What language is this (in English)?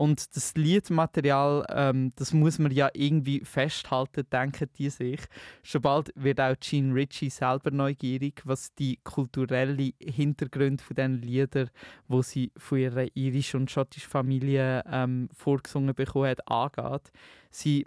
German